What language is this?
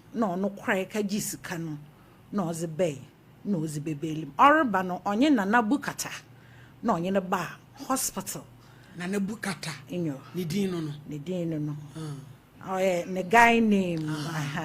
Akan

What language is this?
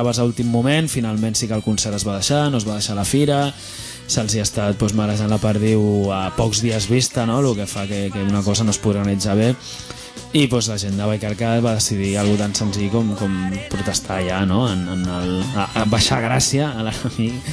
Catalan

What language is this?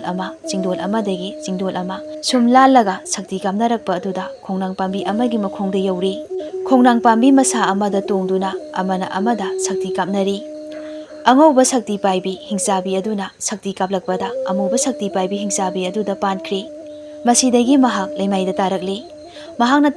Manipuri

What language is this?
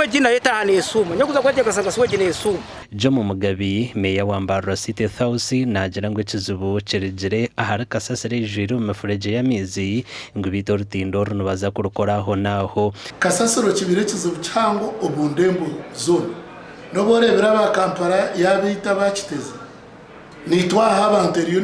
Nyankole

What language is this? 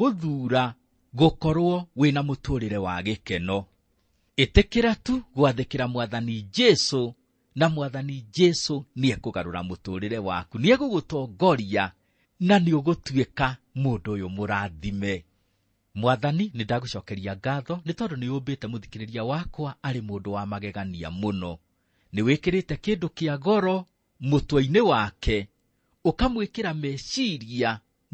Kikuyu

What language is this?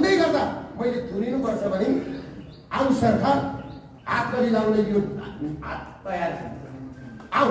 Nepali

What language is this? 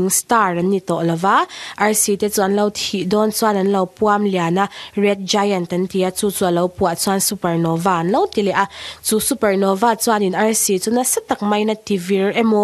Mizo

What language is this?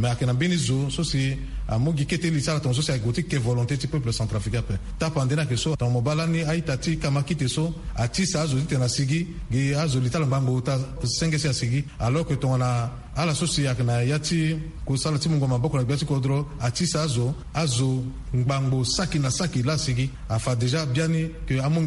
Sango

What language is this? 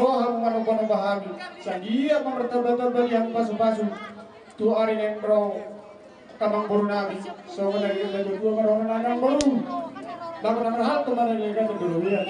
Batak Toba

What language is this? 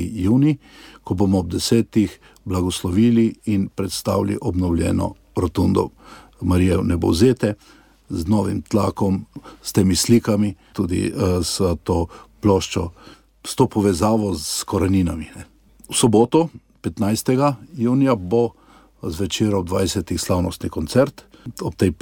Slovenian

